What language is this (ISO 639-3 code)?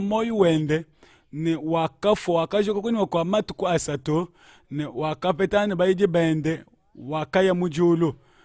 lua